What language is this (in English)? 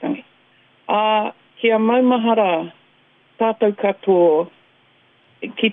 Māori